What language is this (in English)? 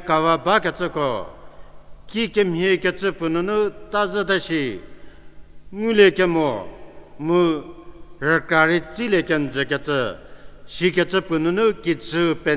Angami Naga